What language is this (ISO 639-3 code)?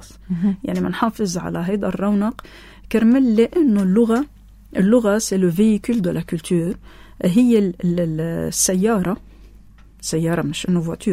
apc